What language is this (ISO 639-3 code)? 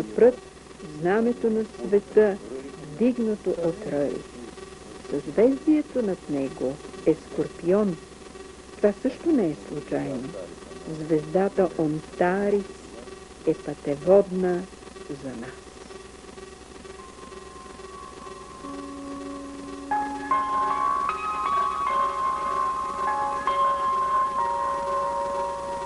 bul